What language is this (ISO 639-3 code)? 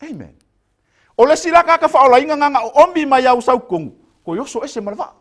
smo